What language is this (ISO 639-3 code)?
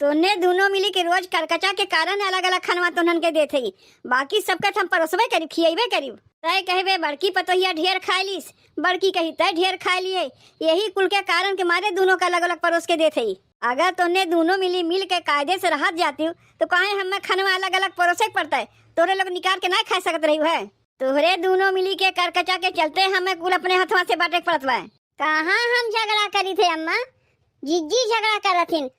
awa